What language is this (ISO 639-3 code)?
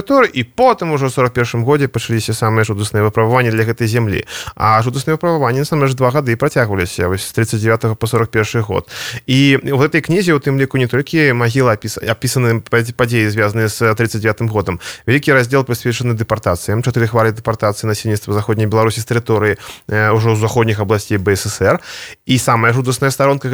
bel